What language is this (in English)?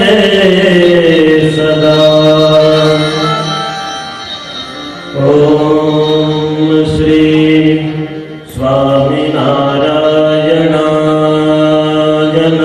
Gujarati